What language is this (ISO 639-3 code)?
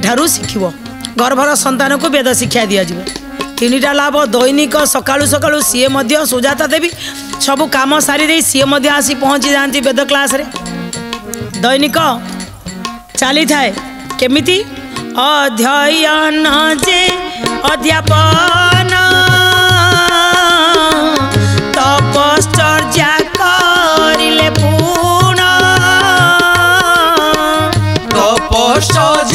ori